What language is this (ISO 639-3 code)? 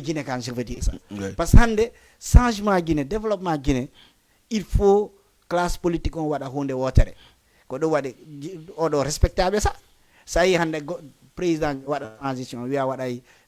ful